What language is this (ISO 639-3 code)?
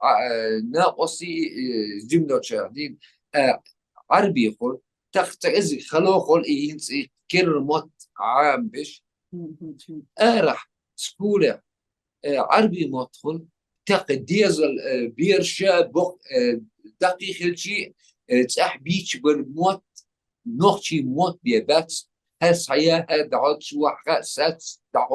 che